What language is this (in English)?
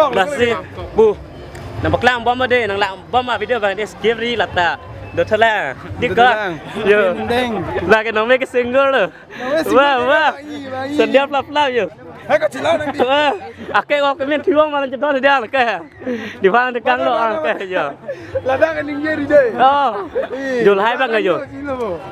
Karbi